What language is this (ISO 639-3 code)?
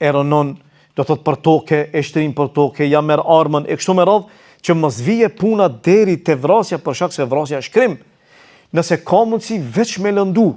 sqi